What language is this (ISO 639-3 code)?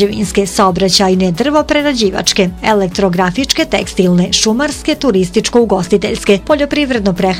bos